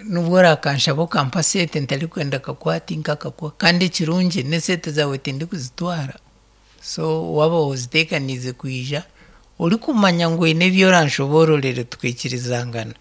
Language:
Nyankole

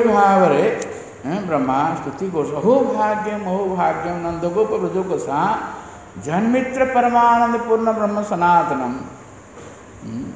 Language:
Odia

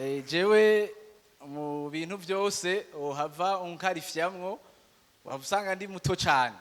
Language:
Rundi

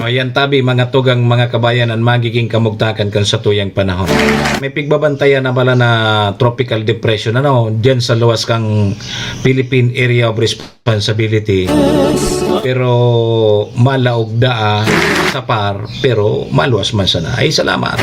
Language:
Bikol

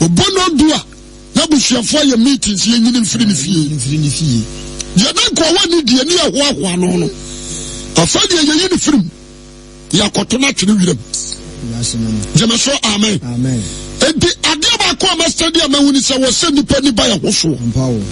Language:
Akan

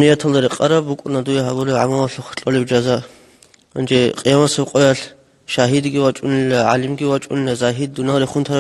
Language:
Avaric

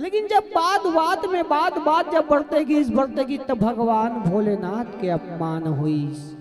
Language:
Chhattisgarhi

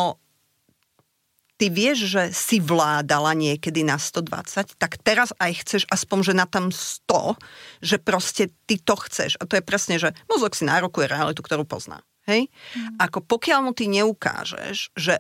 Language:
Slovak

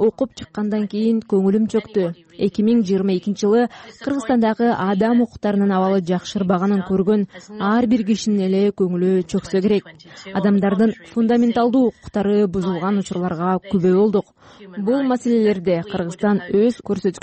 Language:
Kyrgyz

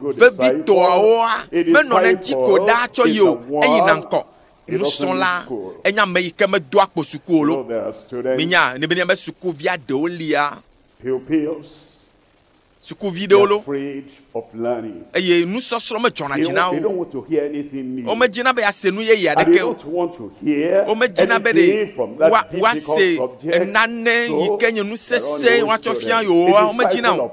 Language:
Ewe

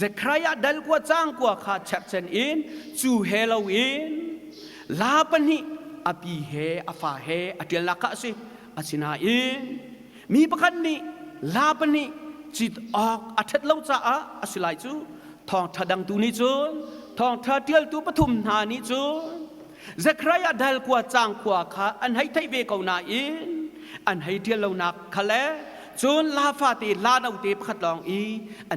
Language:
Hakha Chin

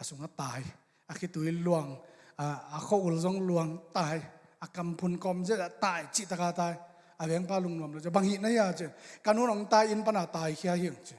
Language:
Tedim Chin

